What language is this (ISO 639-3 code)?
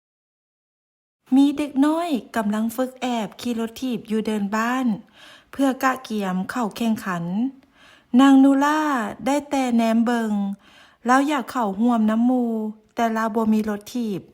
lao